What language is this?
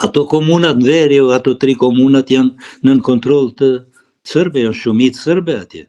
Albanian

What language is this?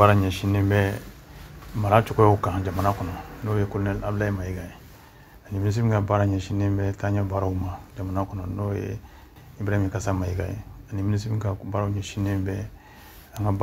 Bambara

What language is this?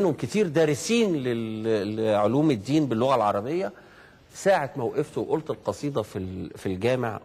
Egyptian Arabic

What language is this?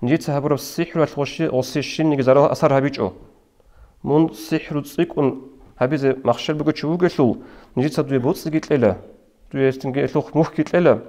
Avaric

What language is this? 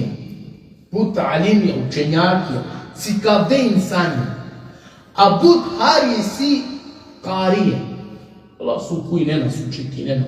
Balkan Romani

